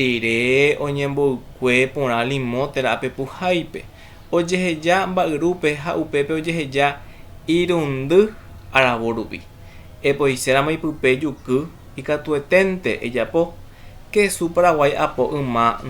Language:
Guarani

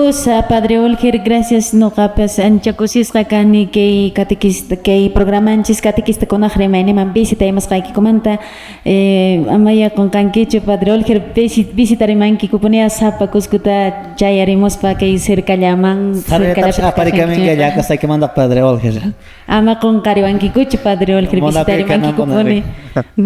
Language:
Quechua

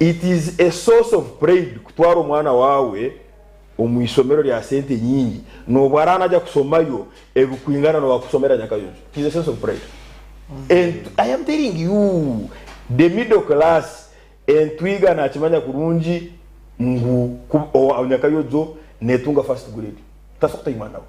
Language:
Nyankole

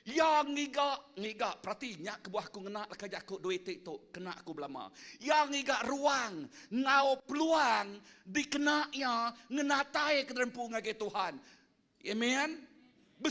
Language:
Iban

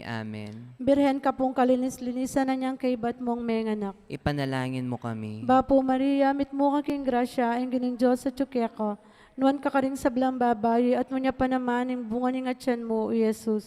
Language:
Pampanga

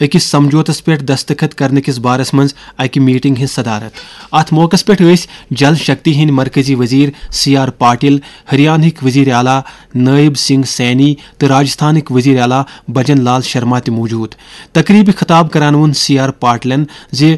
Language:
Kashmiri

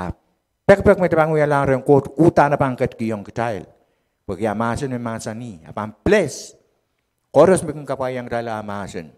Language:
Pohnpeian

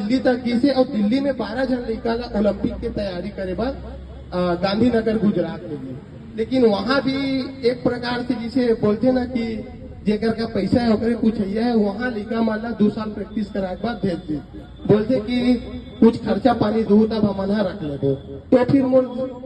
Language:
Chhattisgarhi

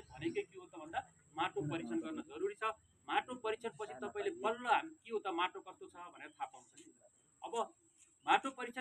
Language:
Nepali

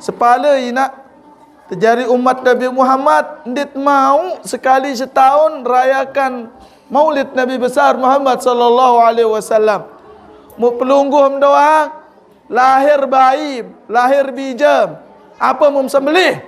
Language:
Sasak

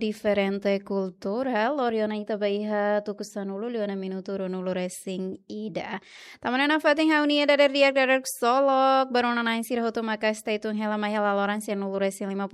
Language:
Tetum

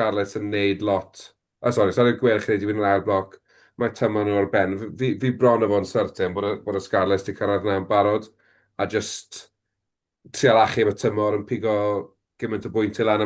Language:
Welsh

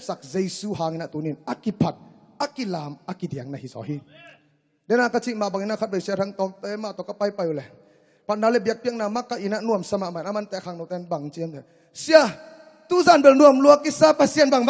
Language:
Tedim Chin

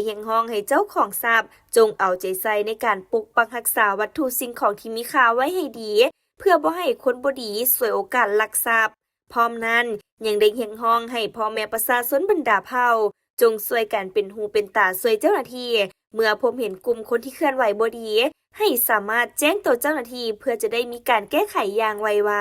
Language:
Lao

